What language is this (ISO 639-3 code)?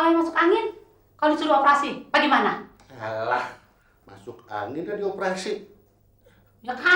bew